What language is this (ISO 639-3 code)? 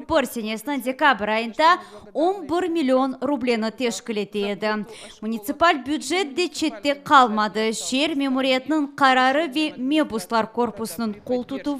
crh